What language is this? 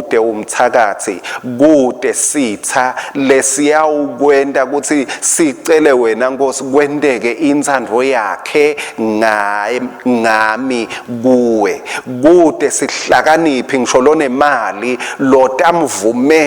Swati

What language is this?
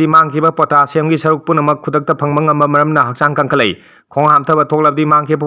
Manipuri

